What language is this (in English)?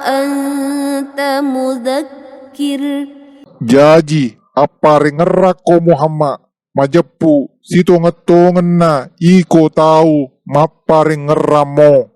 Buginese